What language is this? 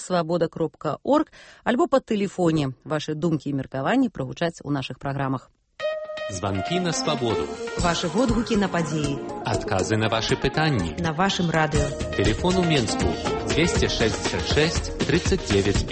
Belarusian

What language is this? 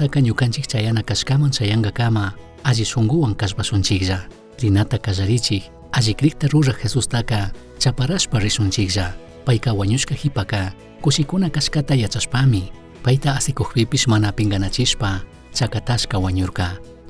Chimborazo Highland Quichua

